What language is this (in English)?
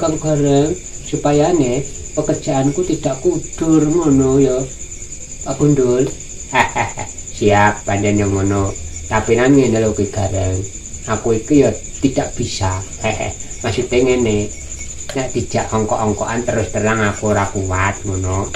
Javanese